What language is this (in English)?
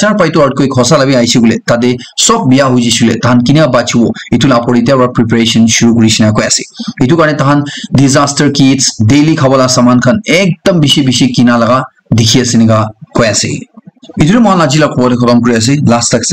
Naga Pidgin